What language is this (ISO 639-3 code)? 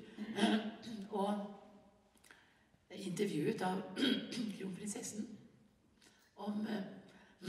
nor